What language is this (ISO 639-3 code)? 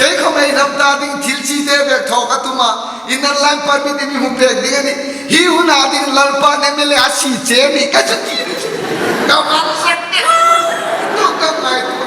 hmr